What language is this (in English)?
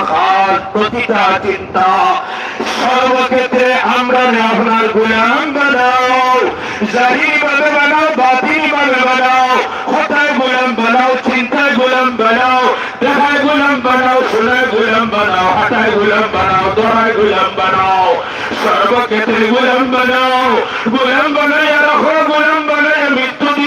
Sylheti